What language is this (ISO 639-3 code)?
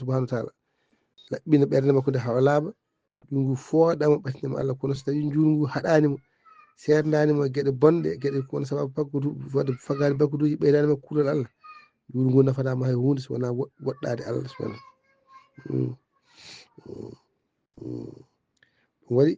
ful